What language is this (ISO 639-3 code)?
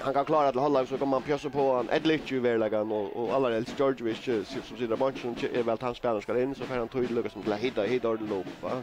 fao